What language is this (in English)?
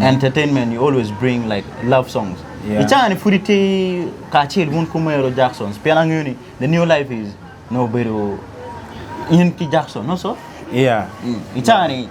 Acoli